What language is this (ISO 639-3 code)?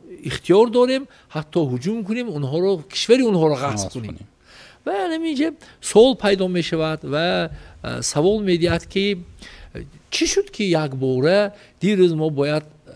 tgk